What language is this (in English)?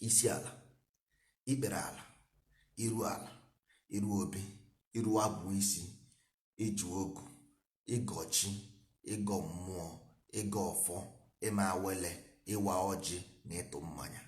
Igbo